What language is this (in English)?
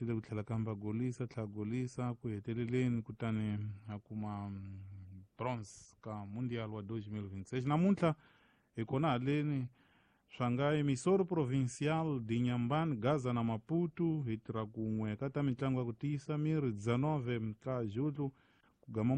Tsonga